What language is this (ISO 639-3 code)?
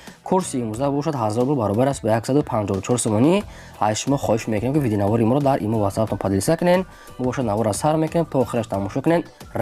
tgk